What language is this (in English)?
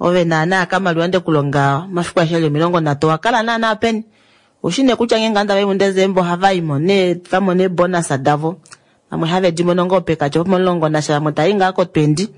Kuanyama